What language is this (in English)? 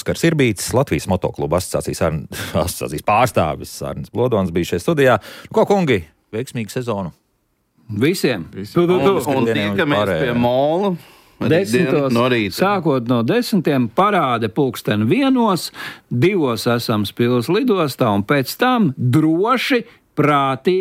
Latvian